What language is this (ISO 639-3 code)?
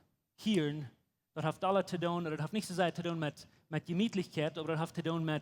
pdt